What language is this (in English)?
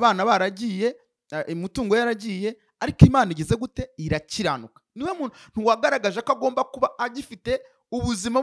Kinyarwanda